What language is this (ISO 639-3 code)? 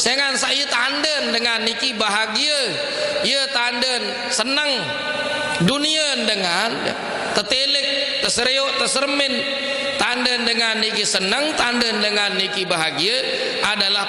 sas